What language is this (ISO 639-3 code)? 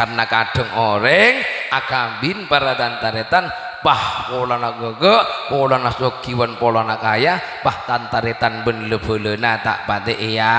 mad